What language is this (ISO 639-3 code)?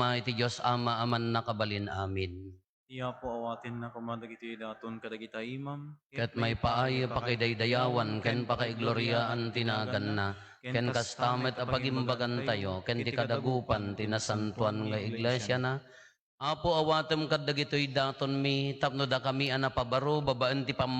ilo